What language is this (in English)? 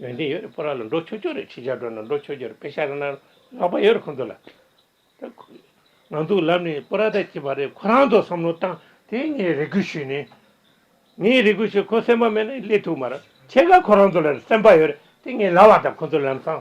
Tibetan